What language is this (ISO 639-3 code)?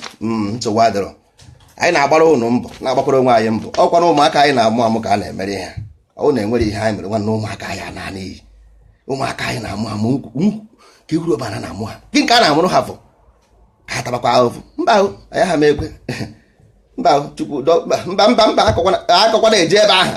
ibo